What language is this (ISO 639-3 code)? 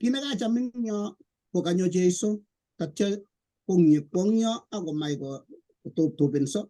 kln